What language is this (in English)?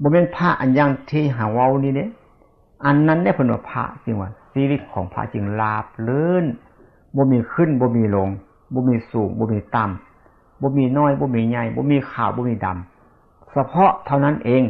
Lao